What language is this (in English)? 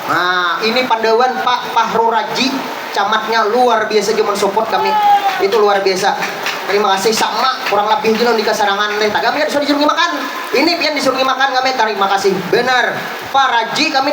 Banjar